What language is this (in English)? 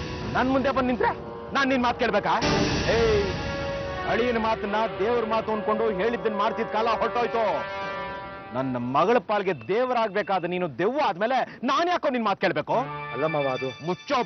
Kannada